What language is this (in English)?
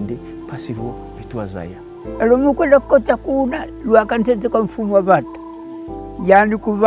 Kongo